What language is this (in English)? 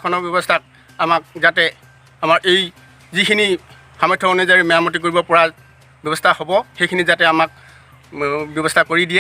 Assamese